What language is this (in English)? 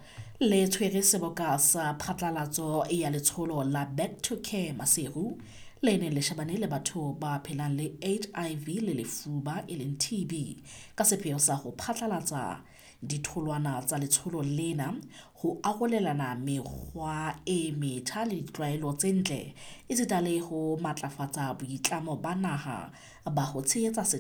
Southern Sotho